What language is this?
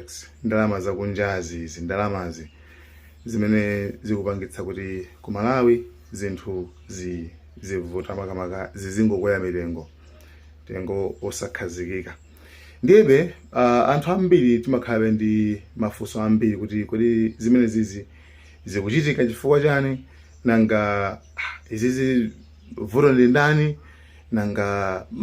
Nyanja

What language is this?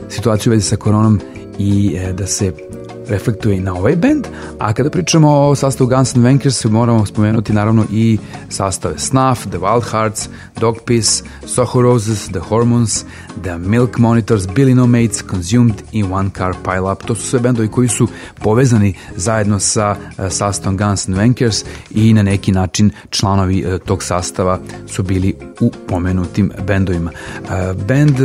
Serbian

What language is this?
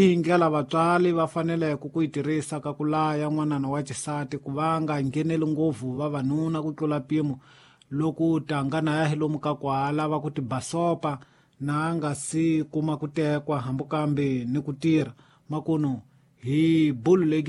Tsonga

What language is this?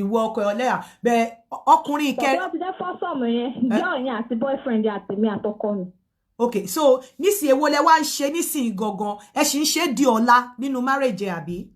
Yoruba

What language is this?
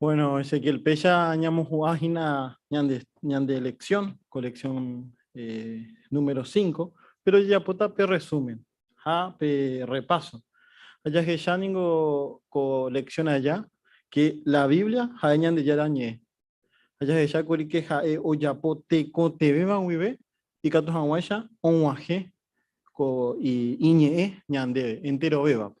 Guarani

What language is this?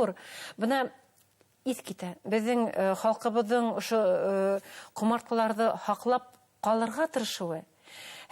Bashkir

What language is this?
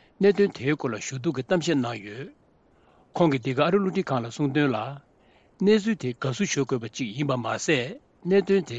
Tibetan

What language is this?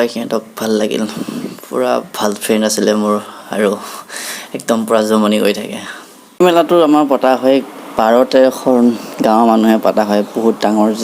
Assamese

